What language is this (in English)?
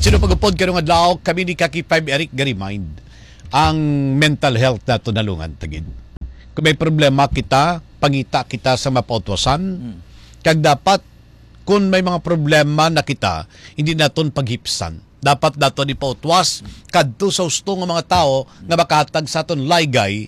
Hiligaynon